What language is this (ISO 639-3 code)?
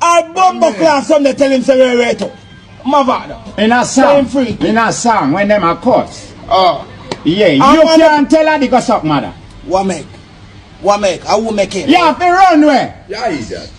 jam